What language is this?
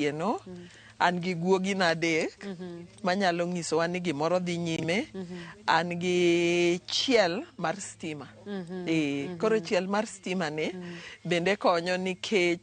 Luo (Kenya and Tanzania)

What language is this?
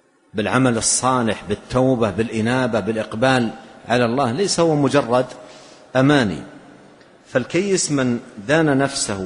Arabic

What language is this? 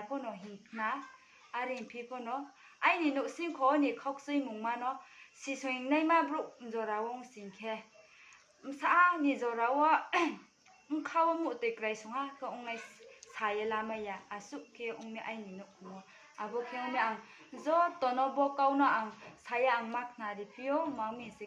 Riang (India)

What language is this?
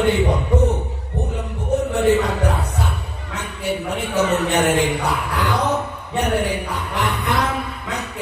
Madurese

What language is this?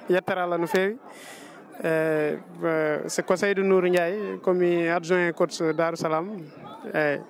Fula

